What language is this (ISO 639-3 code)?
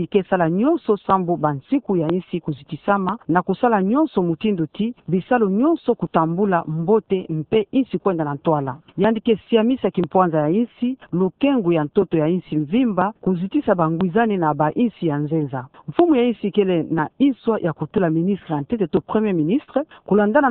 ktu